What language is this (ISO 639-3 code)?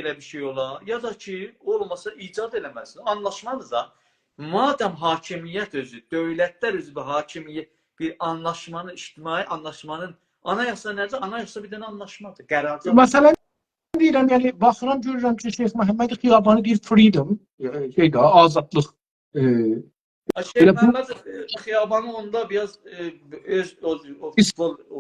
azb